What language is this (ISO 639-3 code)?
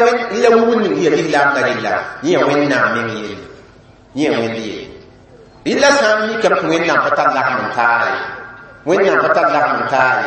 mos